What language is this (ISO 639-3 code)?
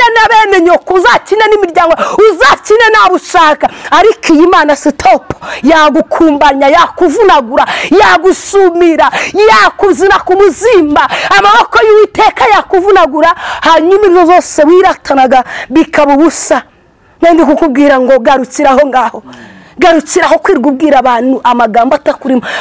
kin